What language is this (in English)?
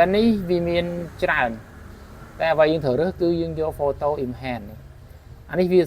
Khmer